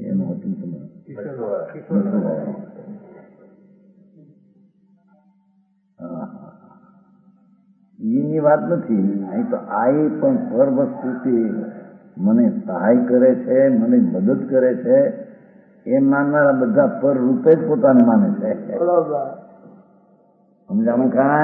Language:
Gujarati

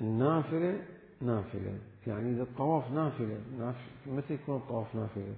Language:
Mesopotamian Arabic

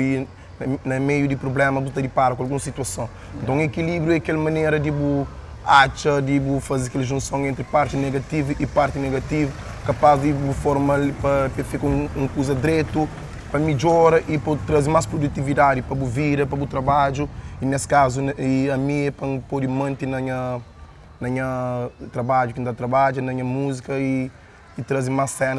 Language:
Kabuverdianu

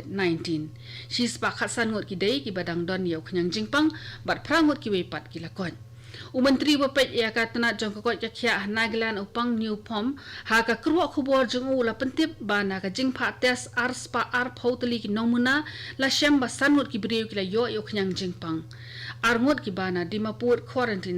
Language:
Khasi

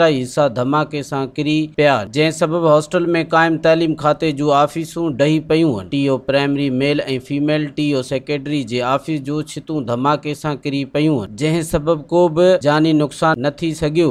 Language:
Sindhi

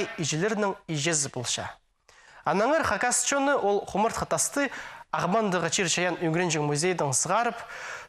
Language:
Khakas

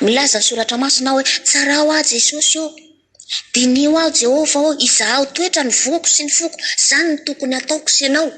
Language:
Malagasy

